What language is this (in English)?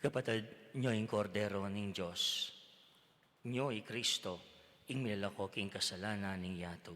Pampanga